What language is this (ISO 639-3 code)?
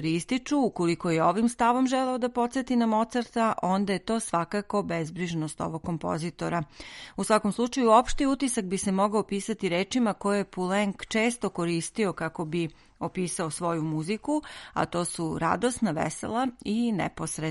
srp